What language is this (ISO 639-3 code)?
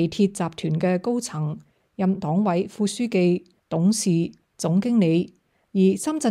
yue